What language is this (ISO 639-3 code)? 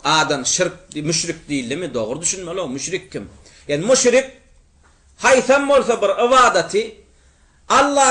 tuk